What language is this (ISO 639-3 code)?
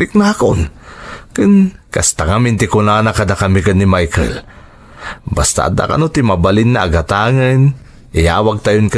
ilo